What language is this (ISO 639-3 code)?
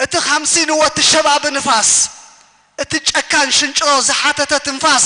tir